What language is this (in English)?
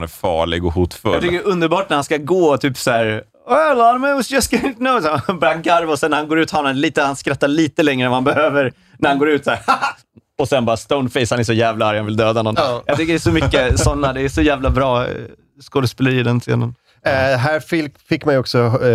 Swedish